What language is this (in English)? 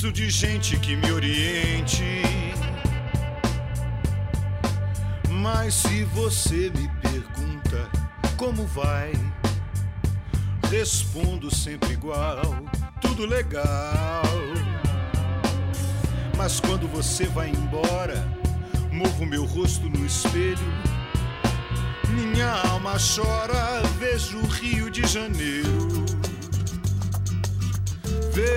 Portuguese